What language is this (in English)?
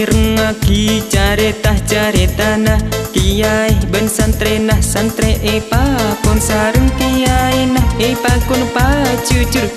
Madurese